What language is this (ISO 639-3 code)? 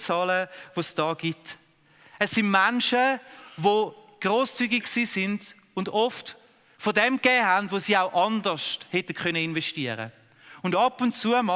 gsw